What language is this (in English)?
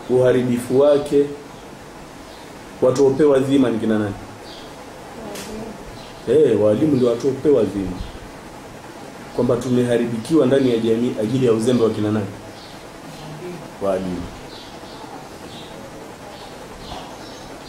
Swahili